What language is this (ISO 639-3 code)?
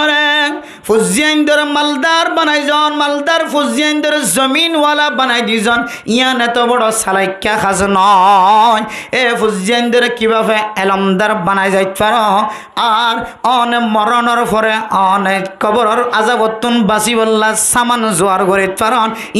rhg